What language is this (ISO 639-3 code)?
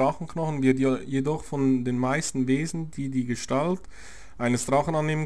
gsw